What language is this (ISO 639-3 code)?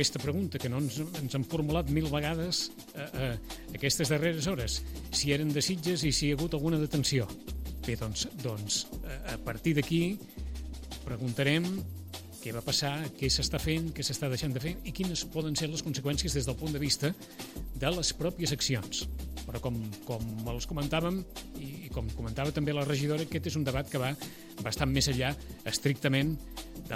cat